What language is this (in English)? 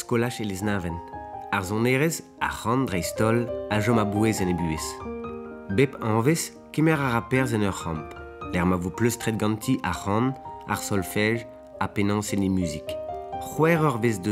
Breton